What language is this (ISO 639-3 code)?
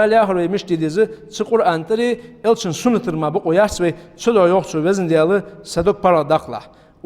inh